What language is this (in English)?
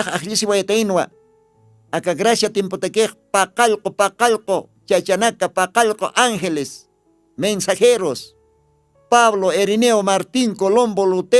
Aymara